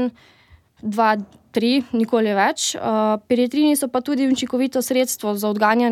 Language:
Slovenian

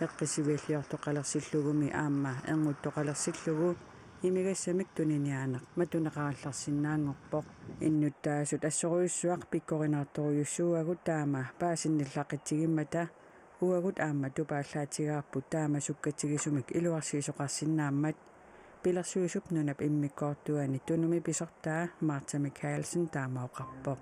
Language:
Kalaallisut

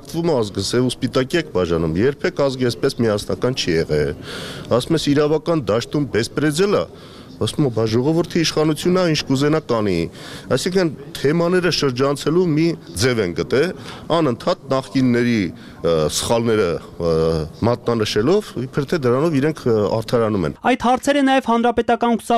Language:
Armenian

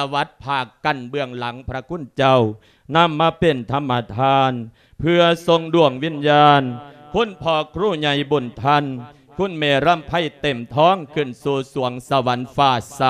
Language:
Lao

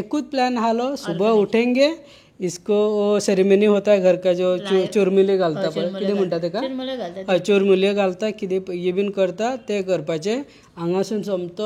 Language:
Konkani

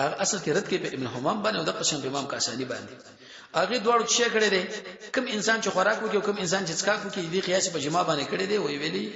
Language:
Pashto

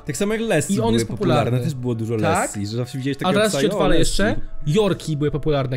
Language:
Polish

